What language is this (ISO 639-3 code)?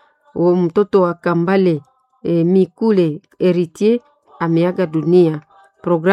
swa